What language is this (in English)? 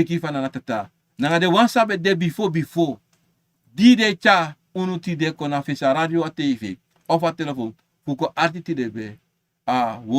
Sranan Tongo